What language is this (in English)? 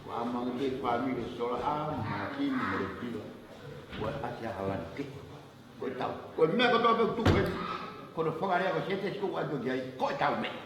Tongan